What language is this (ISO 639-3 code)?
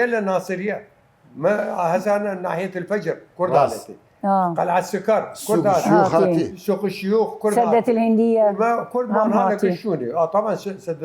sdh